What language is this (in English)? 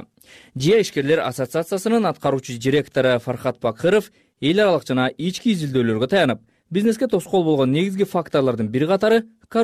Kyrgyz